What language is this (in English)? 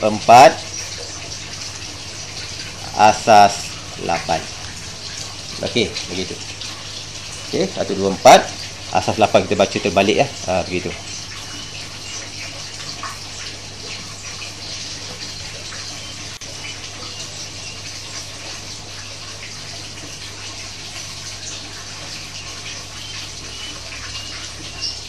Malay